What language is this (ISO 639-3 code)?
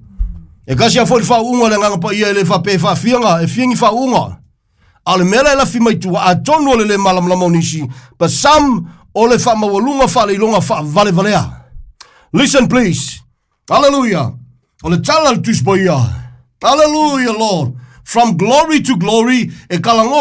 smo